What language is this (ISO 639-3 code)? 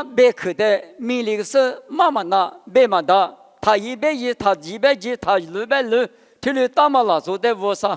lis